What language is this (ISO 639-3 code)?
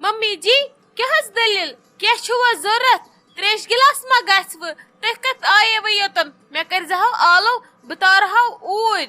kas